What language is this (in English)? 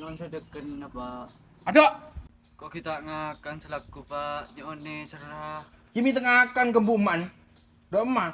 Madurese